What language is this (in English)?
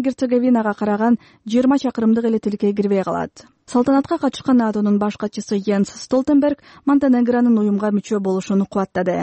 Kyrgyz